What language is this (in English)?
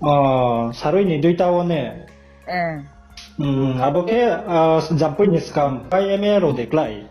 Riang (India)